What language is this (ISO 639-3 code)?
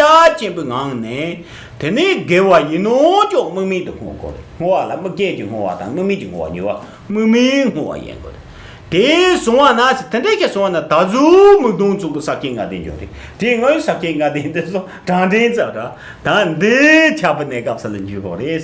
bod